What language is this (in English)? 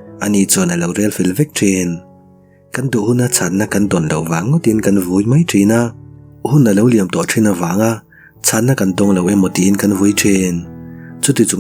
Mizo